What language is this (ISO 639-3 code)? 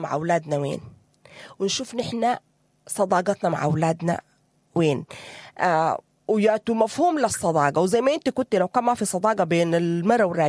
apd